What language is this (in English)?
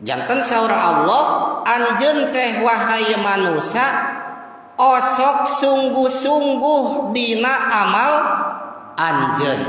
Sundanese